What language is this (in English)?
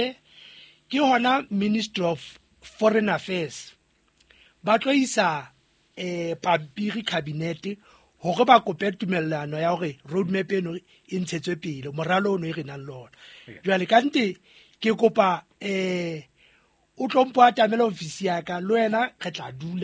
Southern Sotho